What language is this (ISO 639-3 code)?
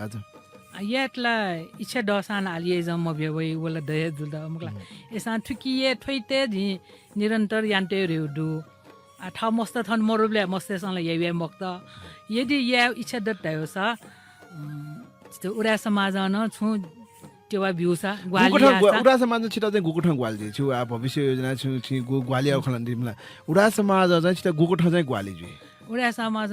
new